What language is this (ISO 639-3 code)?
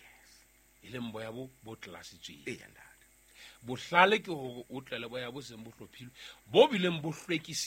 sot